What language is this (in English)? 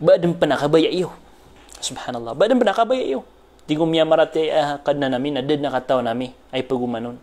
Maranao